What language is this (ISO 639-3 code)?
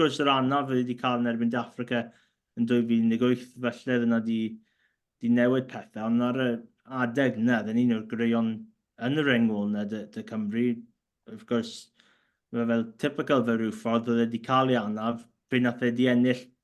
cym